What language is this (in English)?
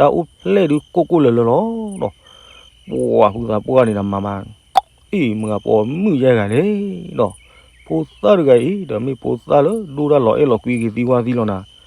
S'gaw Karen